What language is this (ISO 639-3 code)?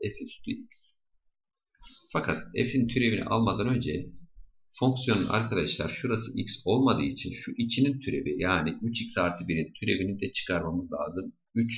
tur